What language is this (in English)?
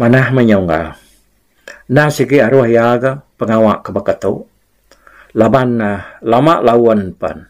Iban